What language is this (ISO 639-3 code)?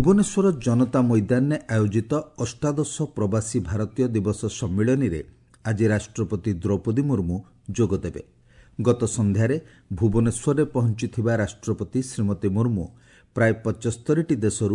ori